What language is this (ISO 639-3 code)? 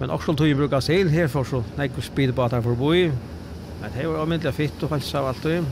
fao